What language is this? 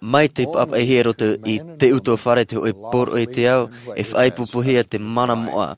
Tahitian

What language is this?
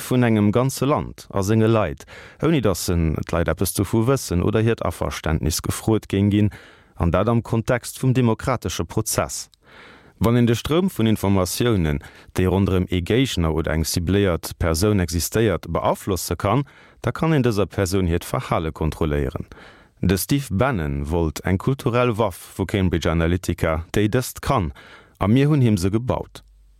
Luxembourgish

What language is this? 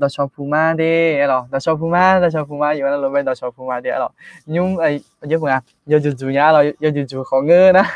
Akha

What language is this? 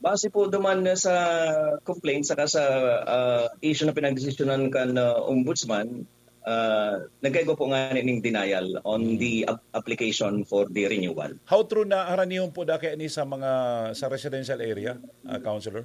Bikol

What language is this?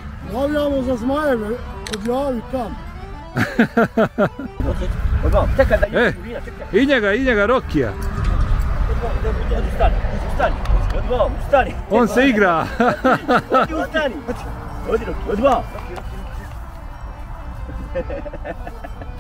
Bosnian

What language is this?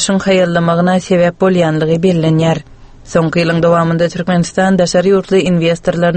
Turkmen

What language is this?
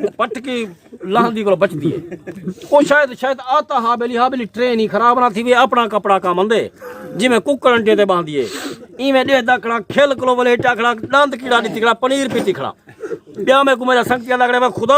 Saraiki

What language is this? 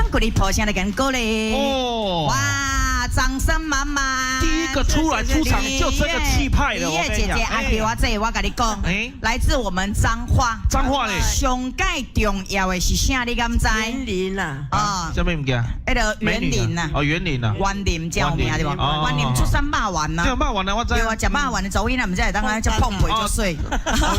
Min Nan Chinese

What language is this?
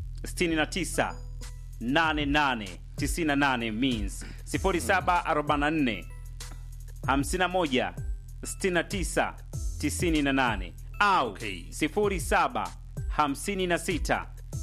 Swahili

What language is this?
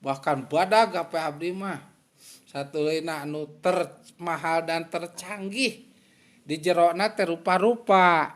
Sundanese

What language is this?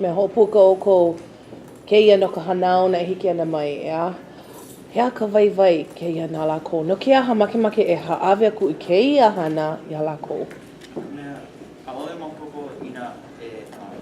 Hawaiian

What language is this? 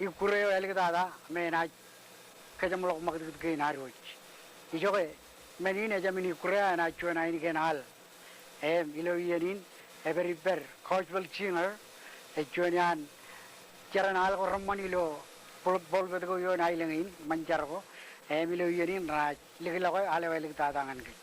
Marshallese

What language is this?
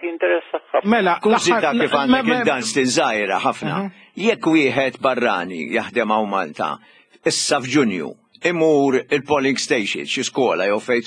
Maltese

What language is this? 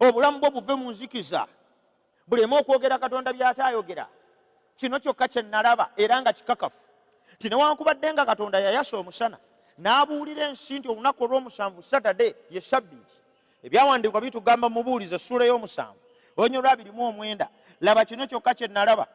Ganda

